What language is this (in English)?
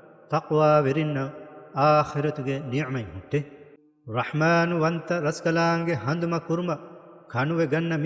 Divehi